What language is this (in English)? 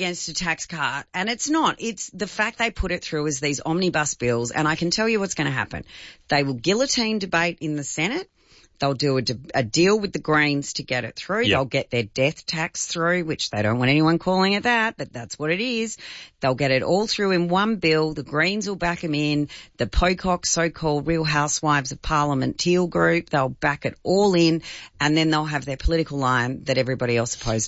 English